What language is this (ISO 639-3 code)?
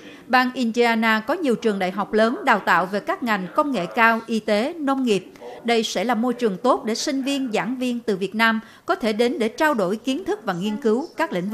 vie